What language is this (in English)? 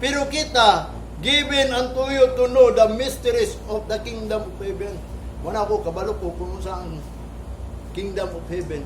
Cebuano